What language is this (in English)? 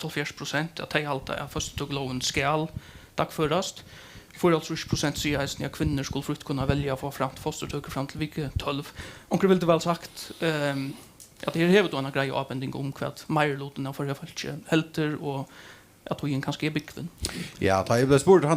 Faroese